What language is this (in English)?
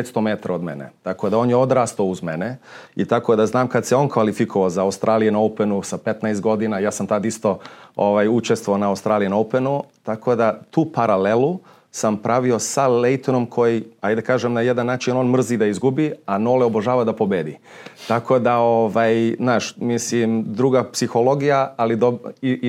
Serbian